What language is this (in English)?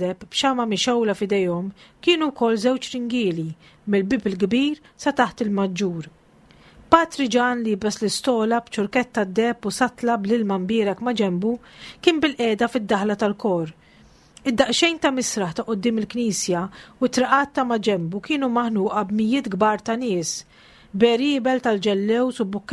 Maltese